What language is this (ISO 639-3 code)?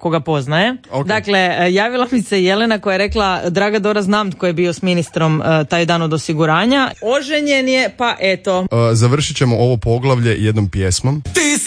hrv